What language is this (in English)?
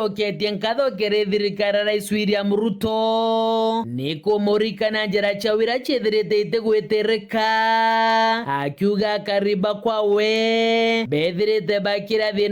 Meru